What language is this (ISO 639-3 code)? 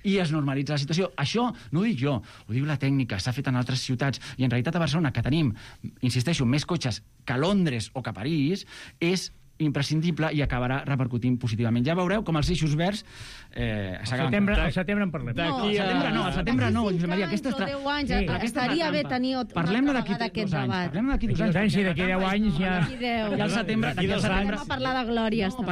cat